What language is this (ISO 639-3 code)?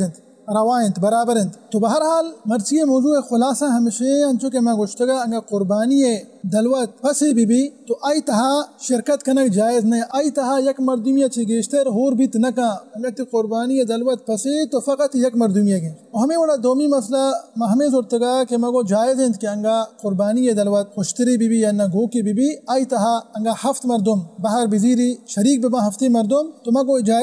bal